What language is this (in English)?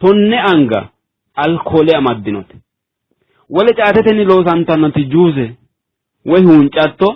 Sidamo